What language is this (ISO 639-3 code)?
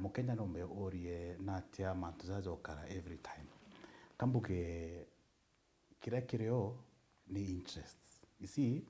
mer